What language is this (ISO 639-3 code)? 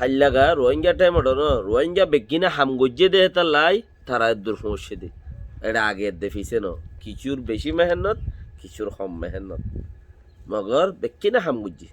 rhg